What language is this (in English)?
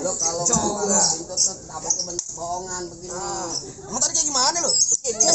Betawi